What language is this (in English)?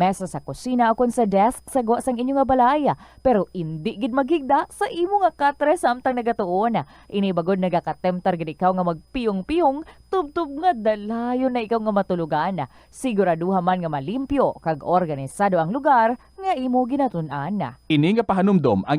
Hiligaynon